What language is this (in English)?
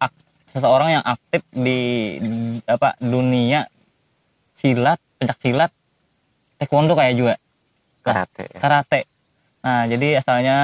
Banjar